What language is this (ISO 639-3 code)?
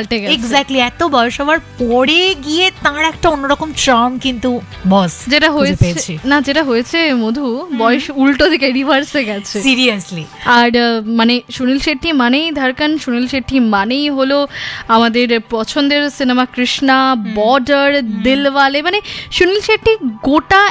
ben